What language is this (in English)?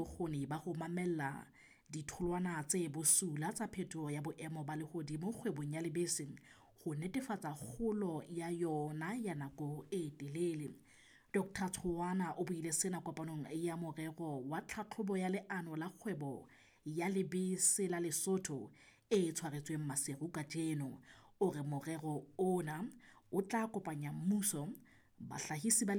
Southern Sotho